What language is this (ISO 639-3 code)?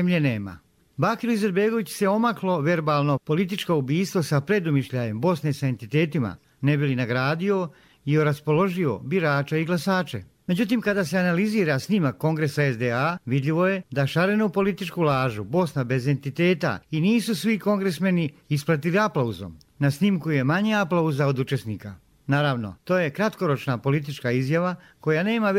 bos